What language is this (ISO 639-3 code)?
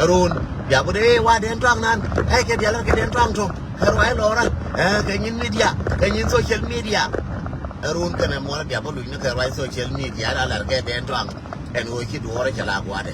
nus